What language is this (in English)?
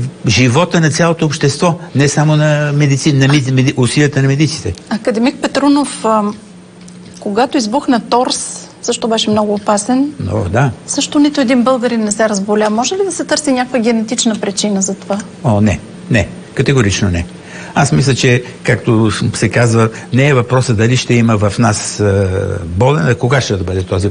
Bulgarian